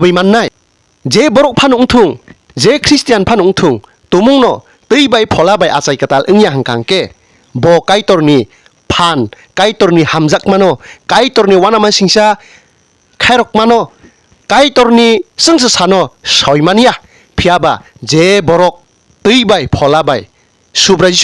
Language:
Kok Borok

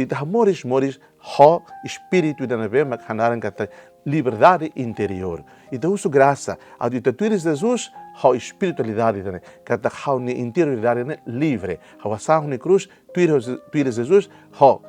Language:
Tetum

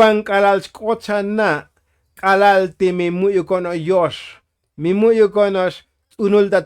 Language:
Tzotzil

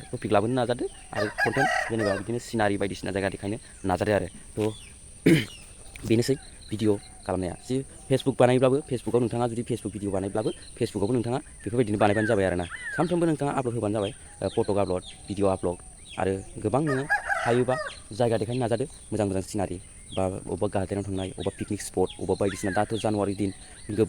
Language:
Bodo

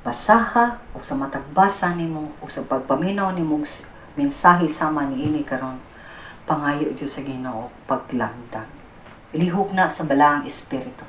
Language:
Cebuano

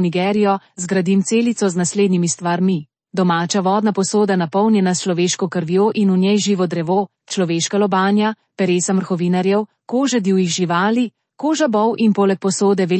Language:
Slovenian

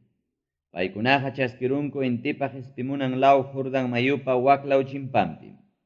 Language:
Ayacucho Quechua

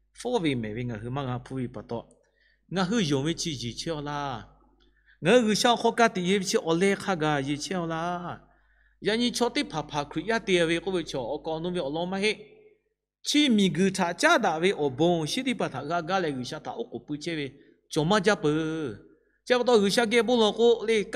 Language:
Lahu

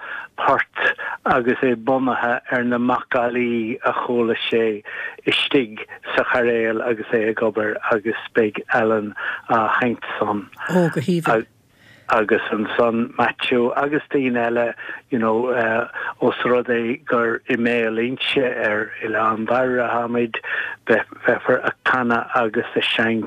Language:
Irish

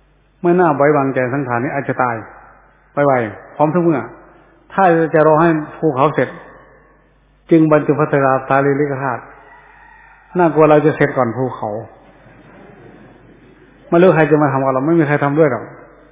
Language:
Thai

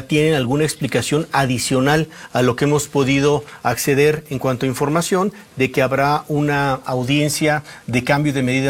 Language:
Spanish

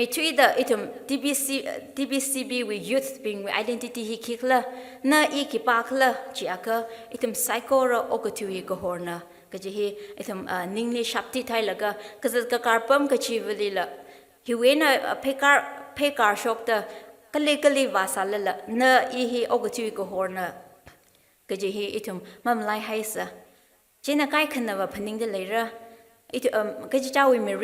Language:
Tangkhul Naga (India)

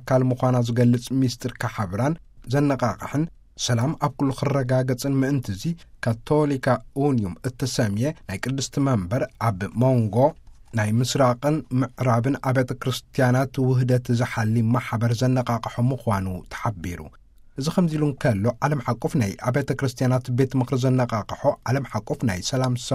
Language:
Tigrinya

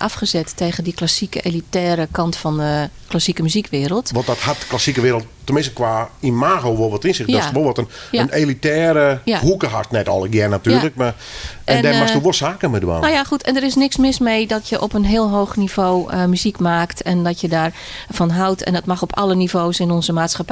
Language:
Western Frisian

